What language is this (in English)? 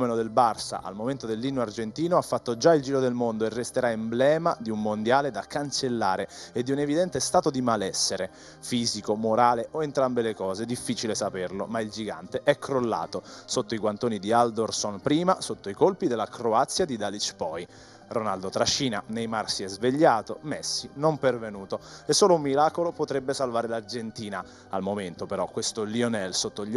Italian